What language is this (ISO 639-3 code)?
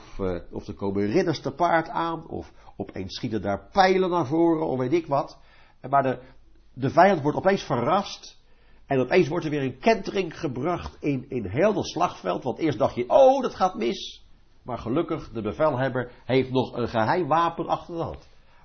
nld